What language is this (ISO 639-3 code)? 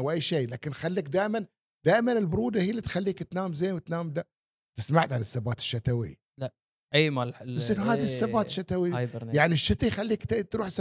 afb